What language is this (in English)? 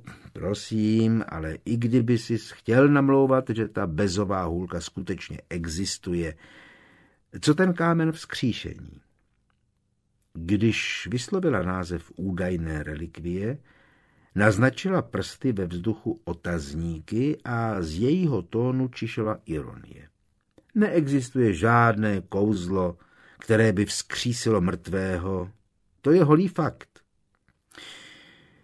Czech